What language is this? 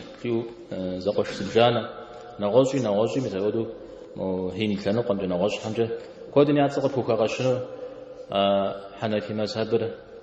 Kabardian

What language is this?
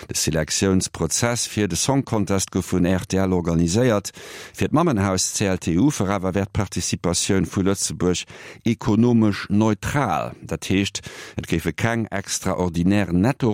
Luxembourgish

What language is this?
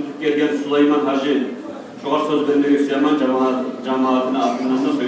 Kumyk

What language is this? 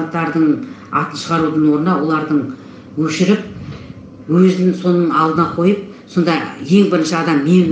Kazakh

